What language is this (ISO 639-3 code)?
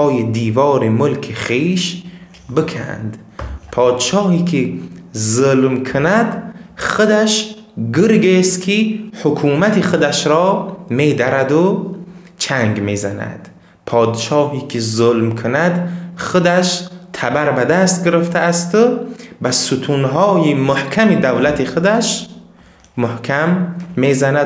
tgk